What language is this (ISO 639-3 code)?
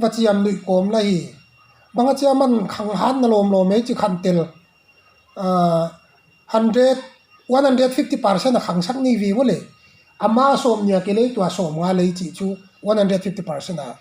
pck